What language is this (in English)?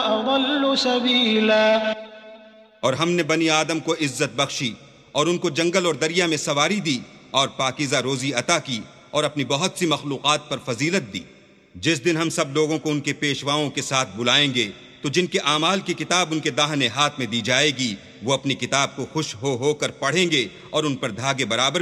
Urdu